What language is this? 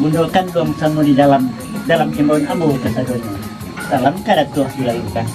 Minangkabau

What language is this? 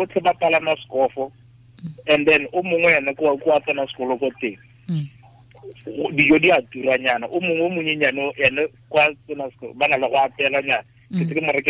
Tswana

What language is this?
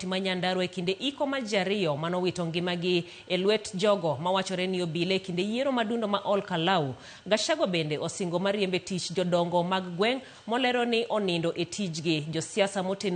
Luo (Kenya and Tanzania)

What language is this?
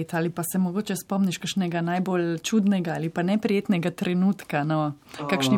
Slovenian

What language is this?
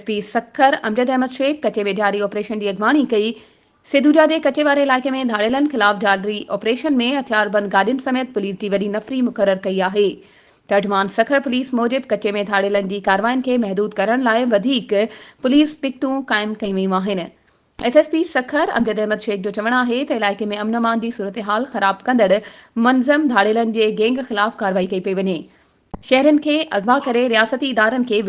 Sindhi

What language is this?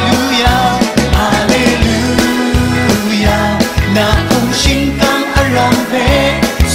Kachin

